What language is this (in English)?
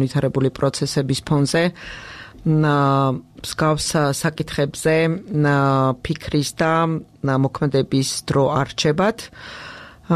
Georgian